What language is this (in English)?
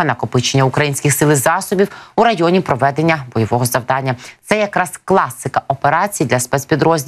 Ukrainian